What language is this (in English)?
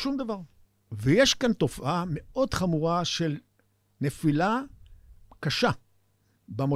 Hebrew